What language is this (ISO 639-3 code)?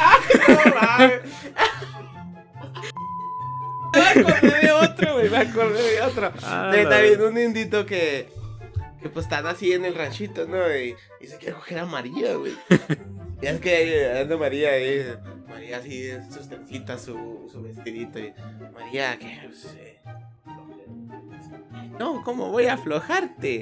spa